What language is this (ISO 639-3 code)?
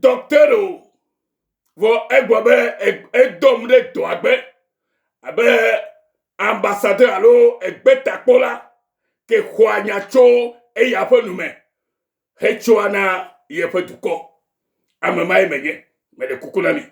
ewe